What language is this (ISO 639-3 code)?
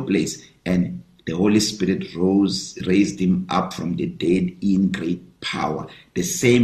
eng